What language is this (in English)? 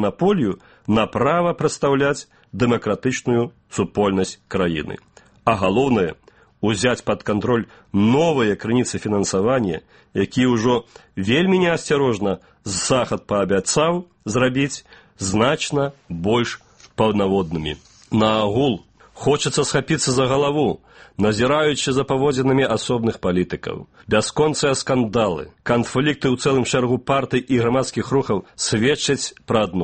Belarusian